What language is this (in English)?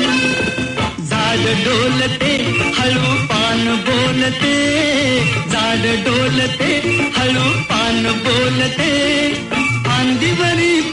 Marathi